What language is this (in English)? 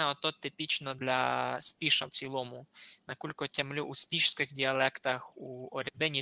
Rusyn